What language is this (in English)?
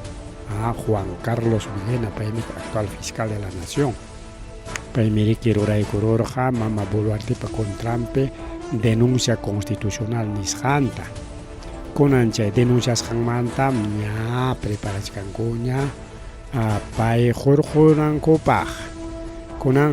Ayacucho Quechua